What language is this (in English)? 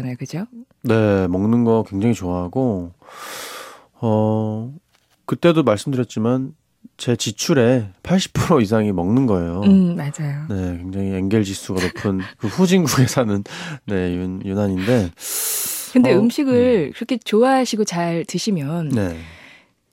Korean